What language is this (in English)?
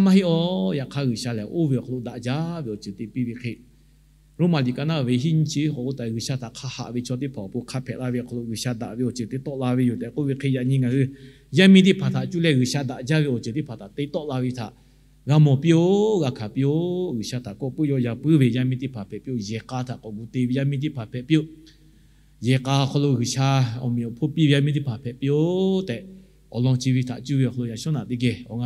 Lahu